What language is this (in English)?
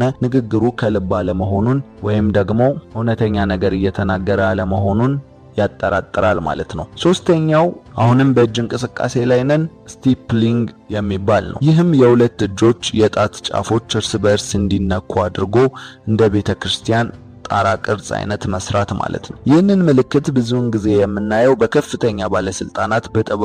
Amharic